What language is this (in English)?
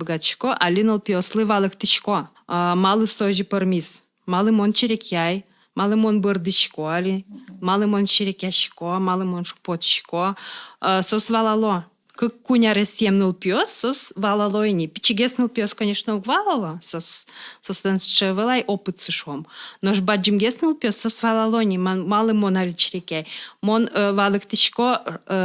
Udmurt